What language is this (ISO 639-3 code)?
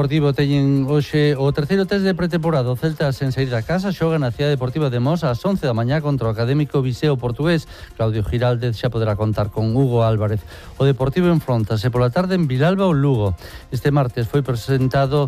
glg